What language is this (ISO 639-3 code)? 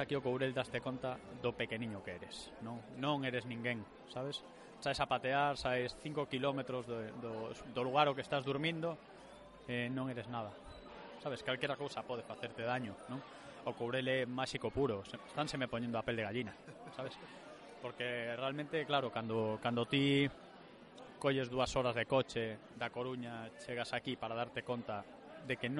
glg